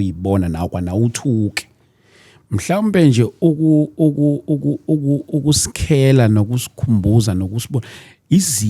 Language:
Zulu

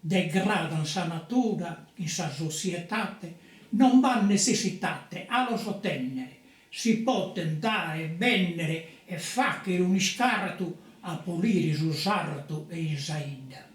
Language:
Sardinian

